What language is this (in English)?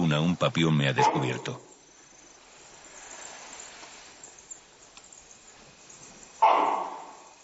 Spanish